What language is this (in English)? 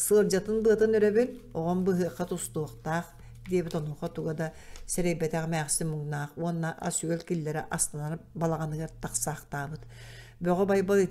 Yakut